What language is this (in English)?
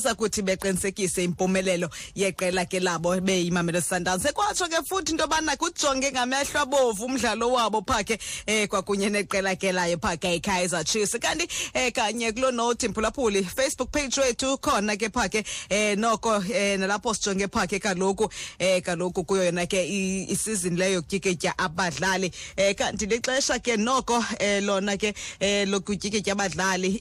Xhosa